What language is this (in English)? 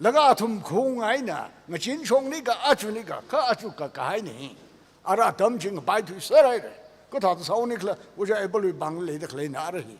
Tangkhul Naga (India)